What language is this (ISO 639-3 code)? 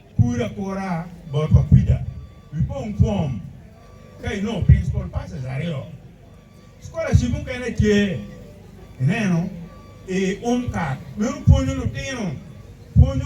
ach